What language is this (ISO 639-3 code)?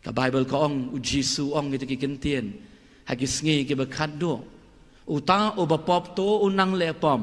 kha